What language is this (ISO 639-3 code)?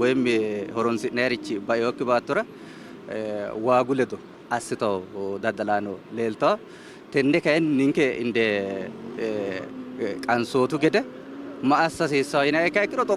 sid